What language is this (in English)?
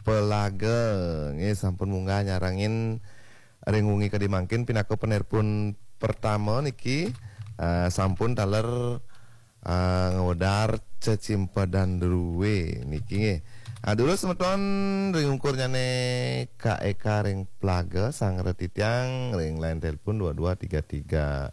Balinese